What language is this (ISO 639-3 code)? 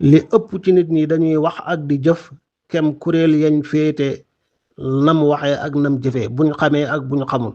wol